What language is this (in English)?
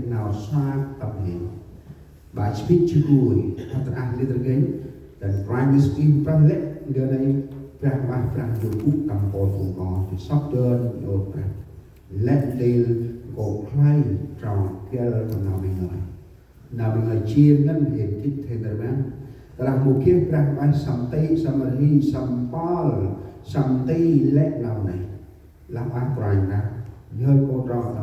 Central Mnong